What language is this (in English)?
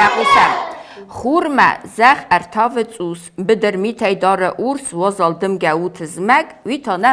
Ossetic